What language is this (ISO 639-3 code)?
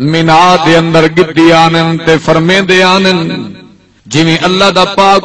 skr